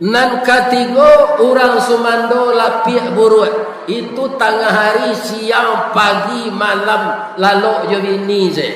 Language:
Minangkabau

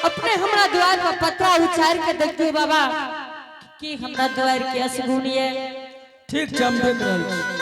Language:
Angika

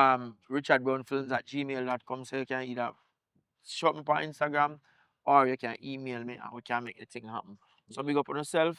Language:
Jamaican Creole English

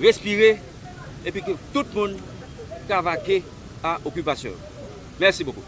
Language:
Haitian Creole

